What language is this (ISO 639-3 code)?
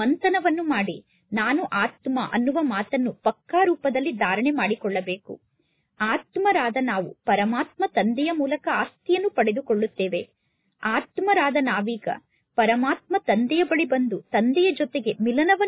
kan